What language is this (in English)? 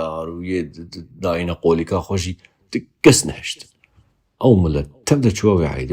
Kurdish